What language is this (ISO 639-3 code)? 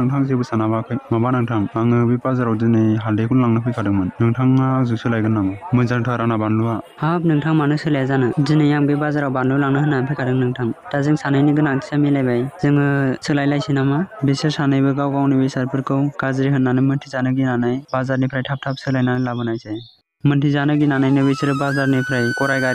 brx